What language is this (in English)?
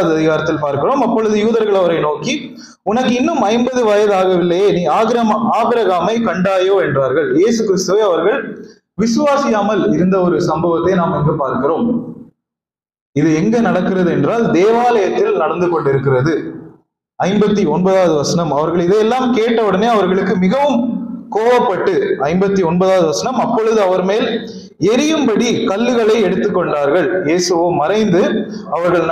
Tamil